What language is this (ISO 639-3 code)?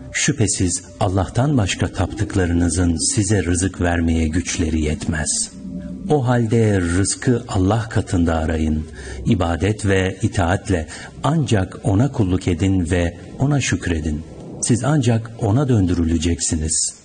tur